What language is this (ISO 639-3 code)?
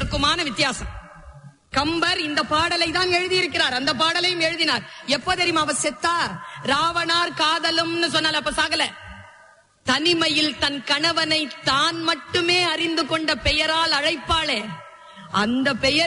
tam